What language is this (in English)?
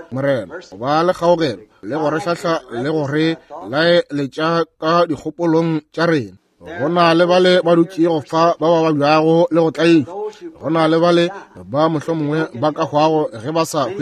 Northern Sotho